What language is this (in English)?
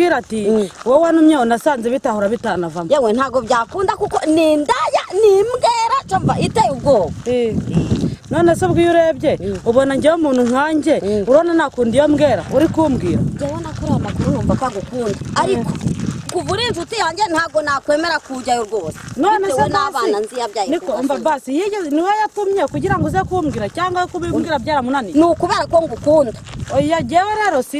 Kinyarwanda